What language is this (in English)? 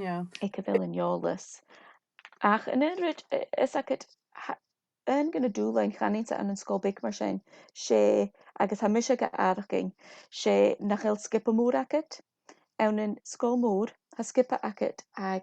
Scottish Gaelic